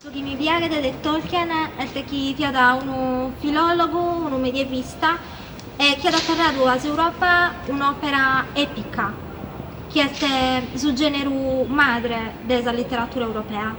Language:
Sardinian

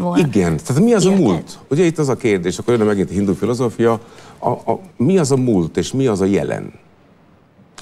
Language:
Hungarian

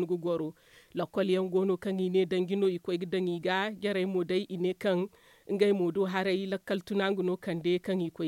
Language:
Zarma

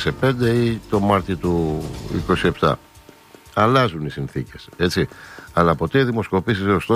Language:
Greek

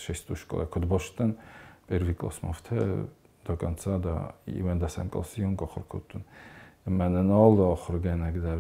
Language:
Ossetic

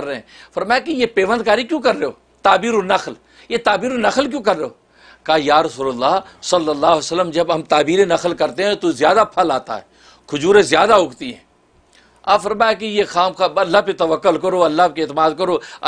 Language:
Urdu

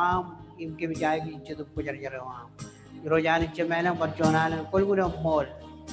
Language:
Marshallese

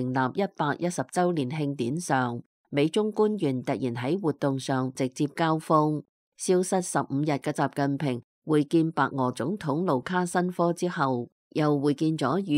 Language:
Cantonese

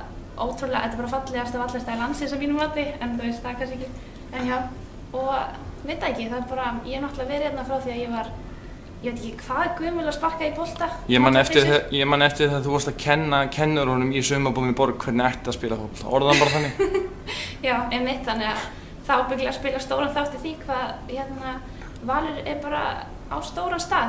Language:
Icelandic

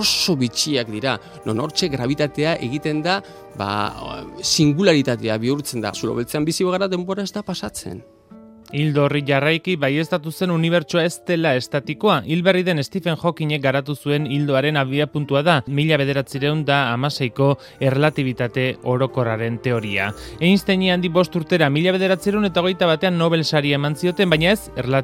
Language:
Basque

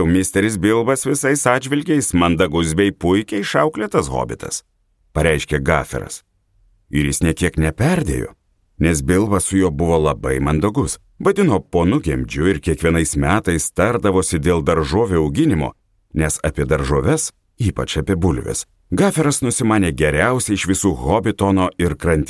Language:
Lithuanian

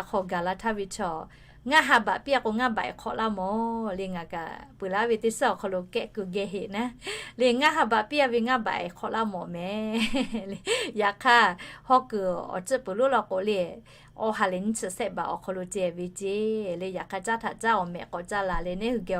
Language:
Lahu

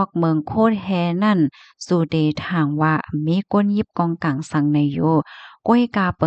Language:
Shan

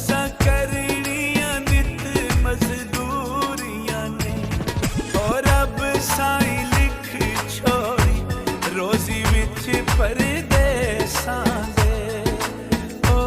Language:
Pahari-Potwari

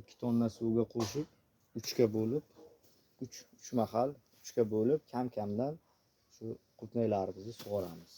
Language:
Uzbek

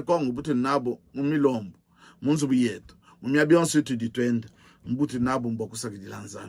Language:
Luba-Lulua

